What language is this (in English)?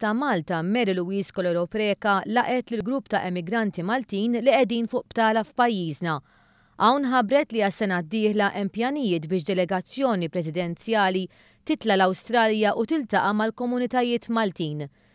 Maltese